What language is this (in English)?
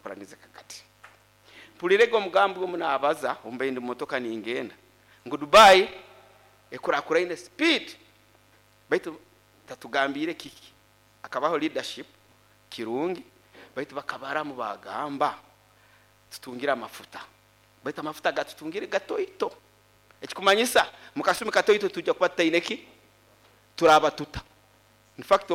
Nyoro